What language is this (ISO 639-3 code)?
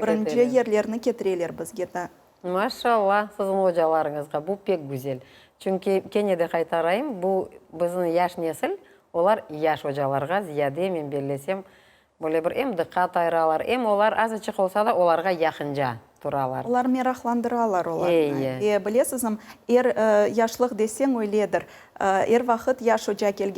crh